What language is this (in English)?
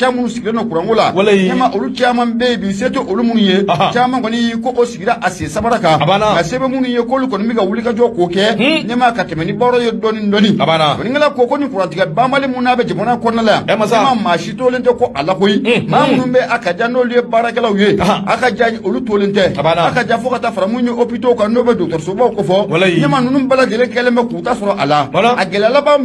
Bambara